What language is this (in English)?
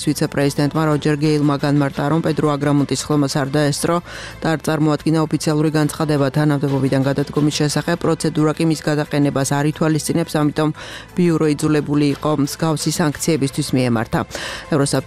Georgian